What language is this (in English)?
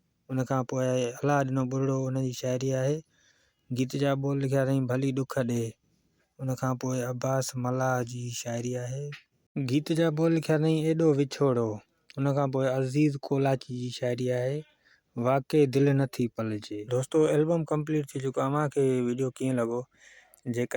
Sindhi